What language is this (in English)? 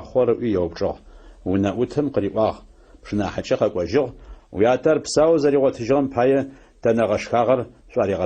Adyghe